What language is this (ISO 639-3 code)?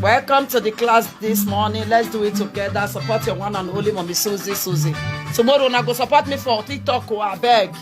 pcm